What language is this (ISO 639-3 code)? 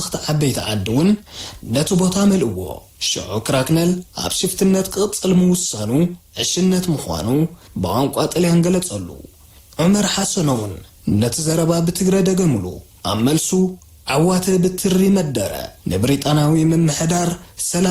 tir